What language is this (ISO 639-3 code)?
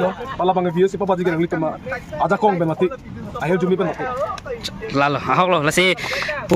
mjw